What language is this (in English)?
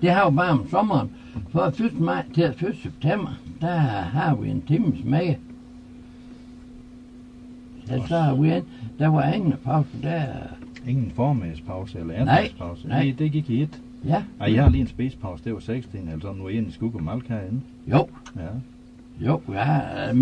Danish